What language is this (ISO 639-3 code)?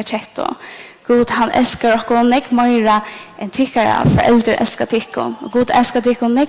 fao